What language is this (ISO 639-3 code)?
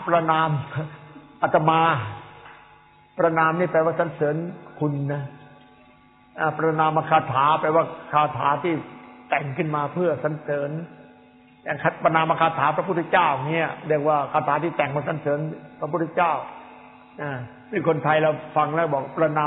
tha